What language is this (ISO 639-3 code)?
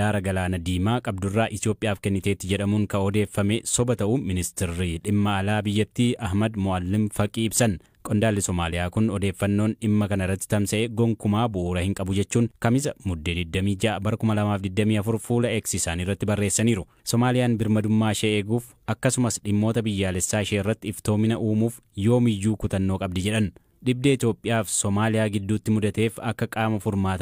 orm